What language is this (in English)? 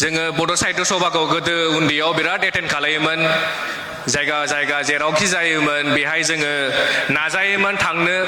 Bodo